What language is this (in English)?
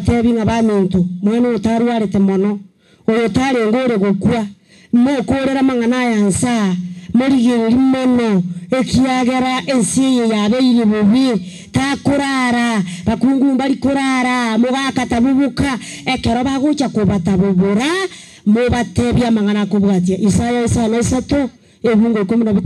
Gusii